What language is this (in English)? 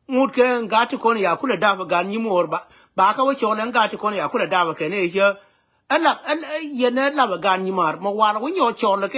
Nuer